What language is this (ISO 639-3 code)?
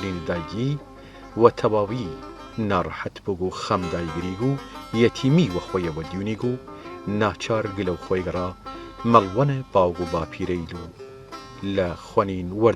sdh